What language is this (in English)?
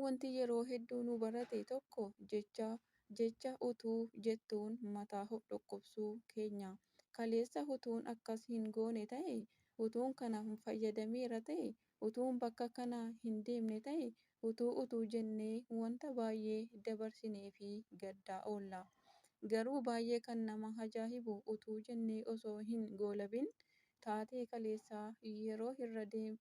Oromo